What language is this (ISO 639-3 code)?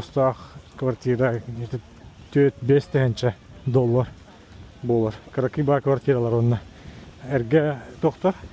sah